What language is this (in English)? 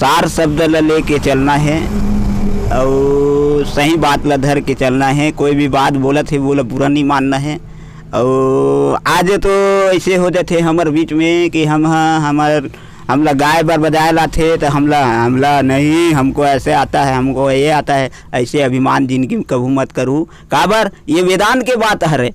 Chhattisgarhi